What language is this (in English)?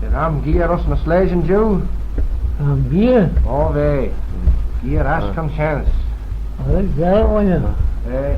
Manx